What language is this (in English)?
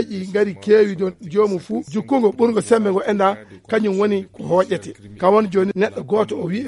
Fula